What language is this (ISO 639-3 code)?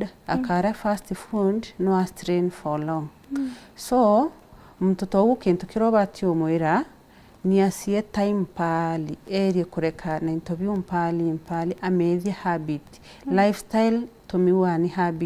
mer